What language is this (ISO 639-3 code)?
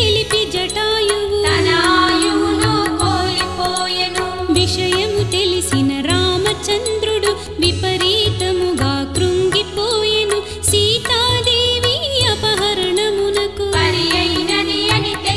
tel